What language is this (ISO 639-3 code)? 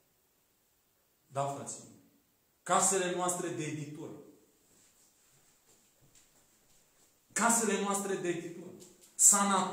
ron